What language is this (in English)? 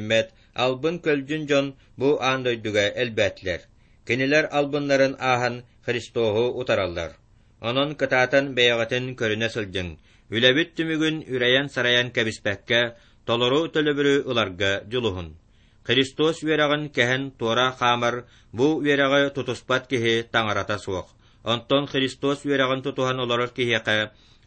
Yakut